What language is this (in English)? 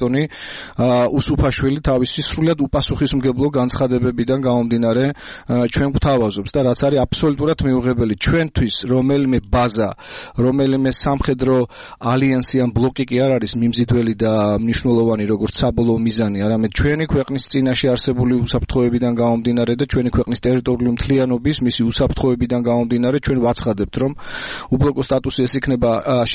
Georgian